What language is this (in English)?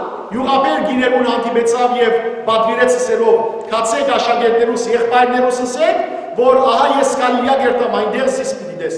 Western Armenian